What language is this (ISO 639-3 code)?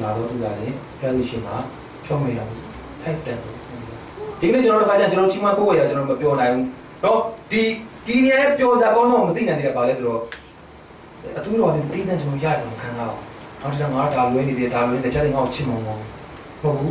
mya